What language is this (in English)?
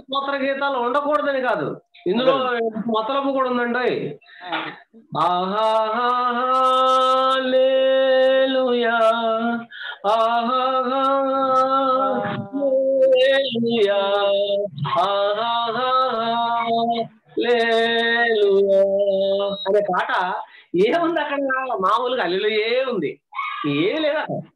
Telugu